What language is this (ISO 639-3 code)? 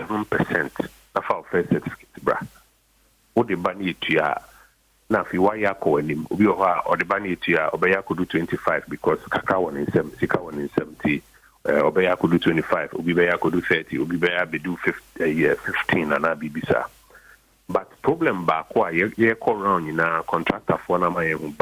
aka